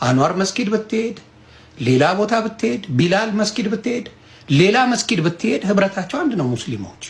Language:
Amharic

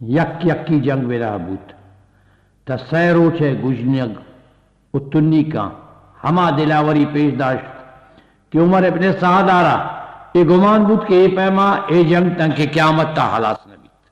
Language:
Eastern Balochi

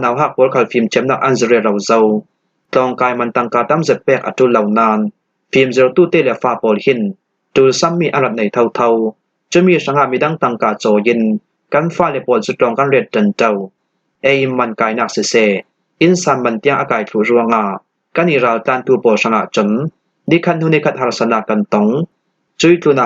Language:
Falam Chin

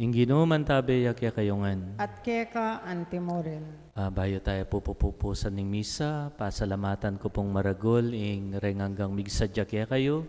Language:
Pampanga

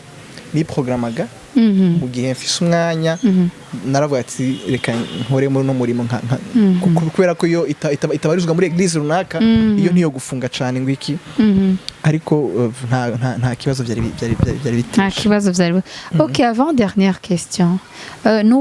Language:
Rundi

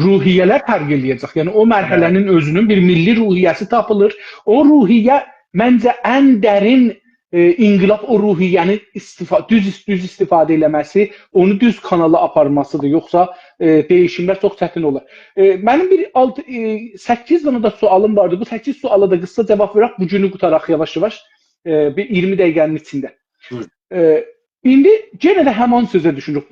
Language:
South Azerbaijani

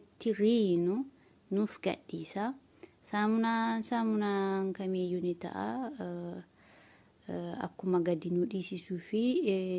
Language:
Oromo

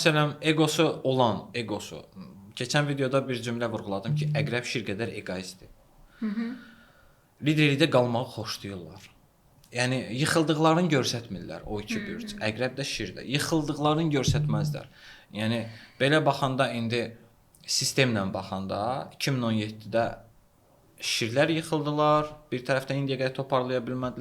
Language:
Azerbaijani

